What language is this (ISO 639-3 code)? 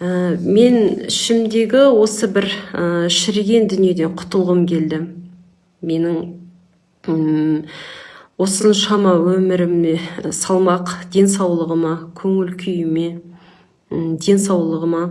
kaz